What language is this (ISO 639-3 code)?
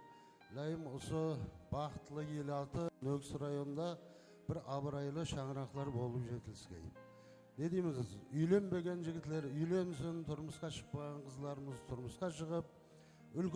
kaa